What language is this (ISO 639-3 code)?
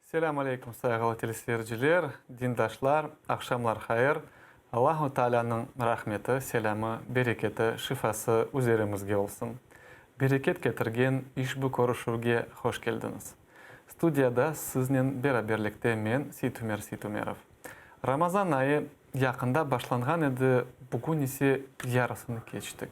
crh